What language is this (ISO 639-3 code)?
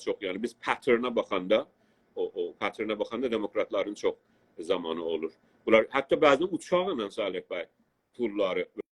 azb